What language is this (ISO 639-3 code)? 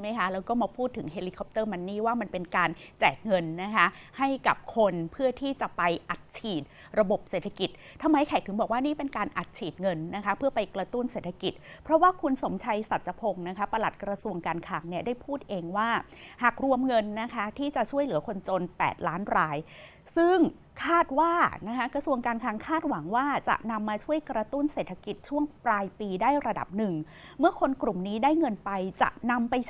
tha